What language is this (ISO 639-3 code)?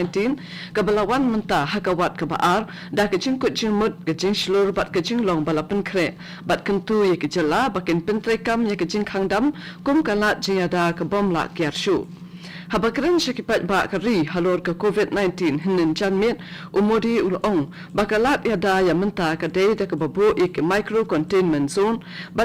kha